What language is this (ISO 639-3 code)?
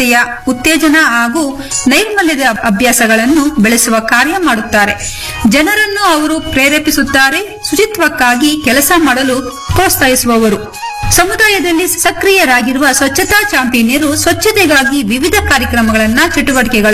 kan